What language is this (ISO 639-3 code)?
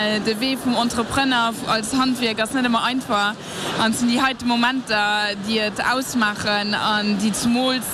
ltz